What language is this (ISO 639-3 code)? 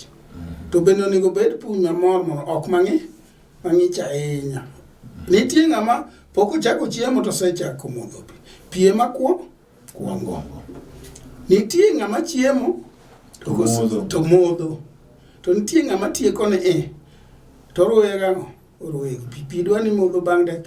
luo